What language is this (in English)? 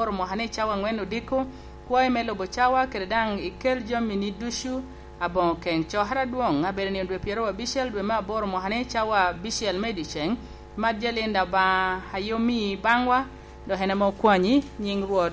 Lango (Uganda)